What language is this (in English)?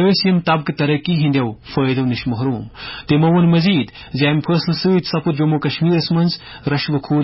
Kashmiri